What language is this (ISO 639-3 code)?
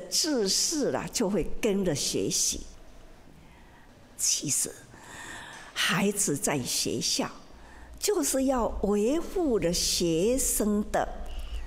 zho